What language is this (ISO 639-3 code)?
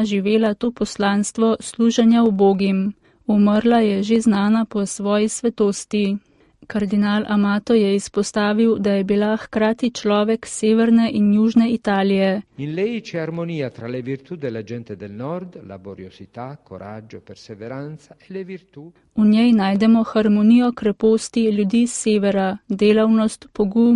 slv